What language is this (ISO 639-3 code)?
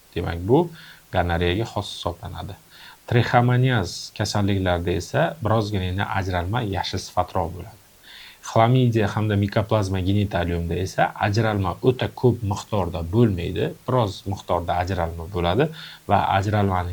uzb